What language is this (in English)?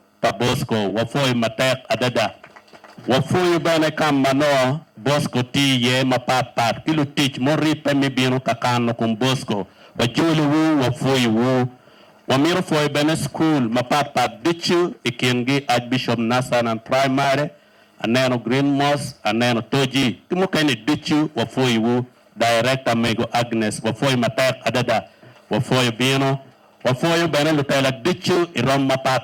Acoli